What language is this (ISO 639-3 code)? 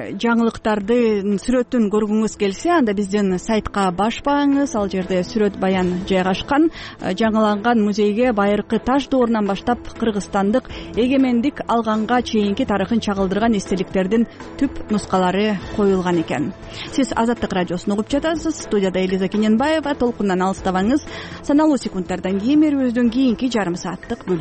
kir